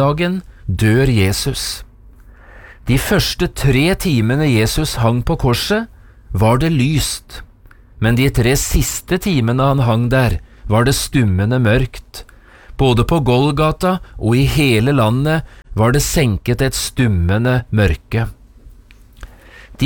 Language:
Norwegian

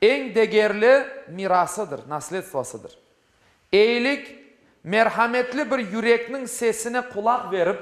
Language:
Crimean Tatar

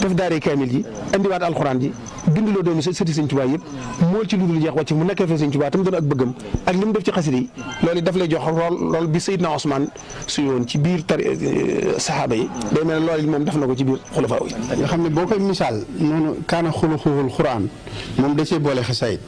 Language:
Wolof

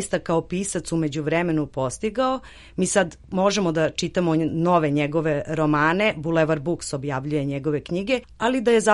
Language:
Serbian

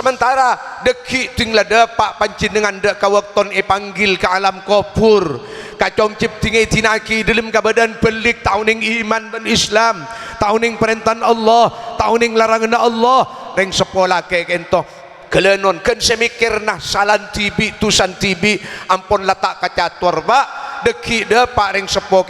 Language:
Madurese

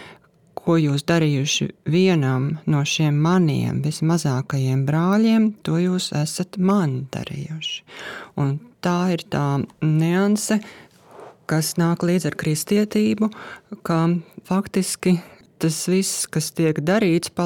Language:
Latvian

